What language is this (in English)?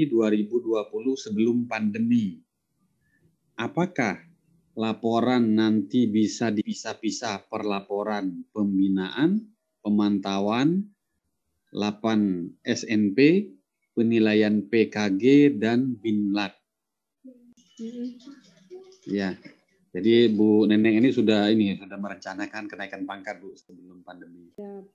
Indonesian